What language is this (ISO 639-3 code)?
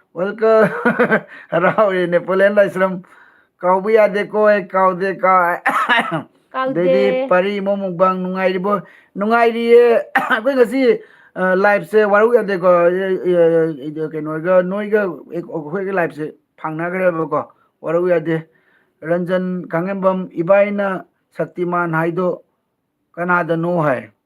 mni